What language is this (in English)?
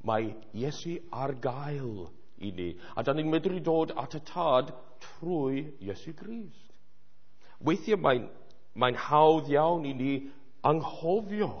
Welsh